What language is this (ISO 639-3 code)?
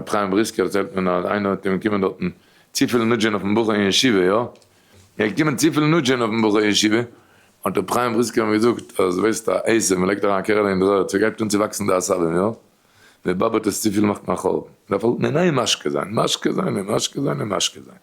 yid